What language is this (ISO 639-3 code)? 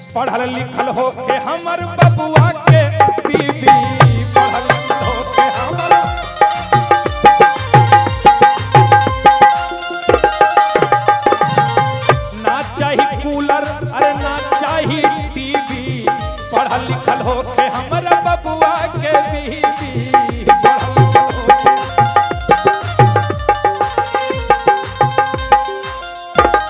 bho